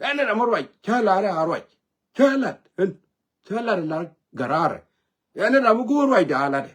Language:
Nuer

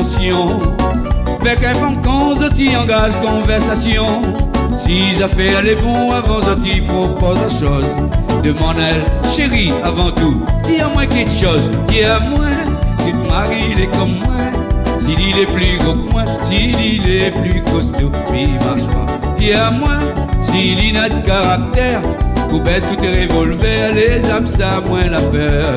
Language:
Réunion Creole French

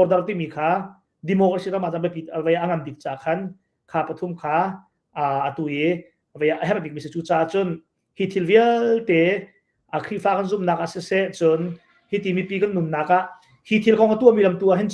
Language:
Hakha Chin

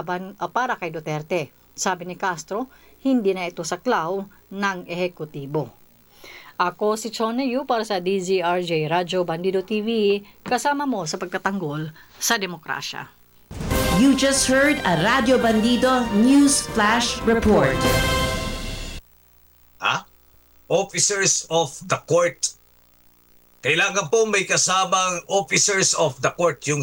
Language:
Filipino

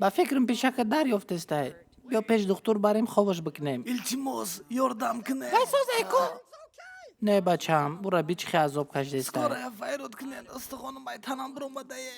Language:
Tajik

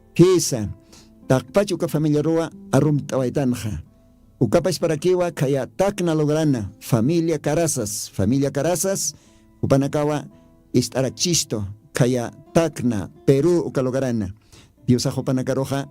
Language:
Aymara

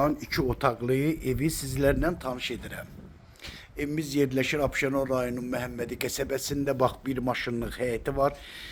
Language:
Azerbaijani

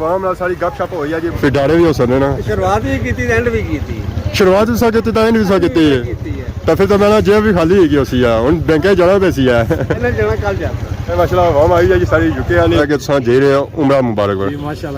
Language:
Pahari-Potwari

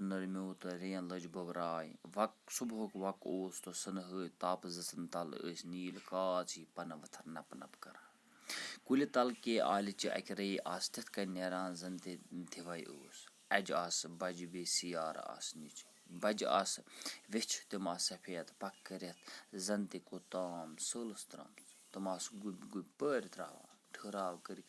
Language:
Kashmiri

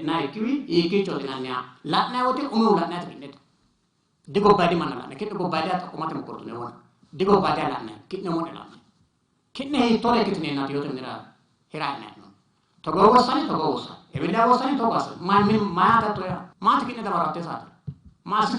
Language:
Sidamo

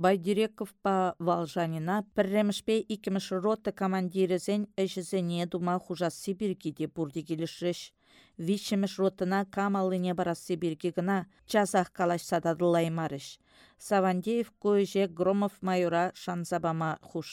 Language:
Chuvash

